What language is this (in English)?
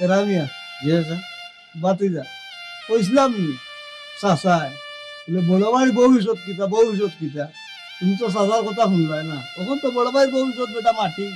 Sylheti